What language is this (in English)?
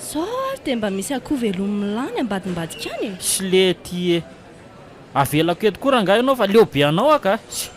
Malagasy